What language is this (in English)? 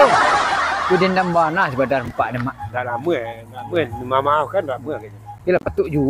Minangkabau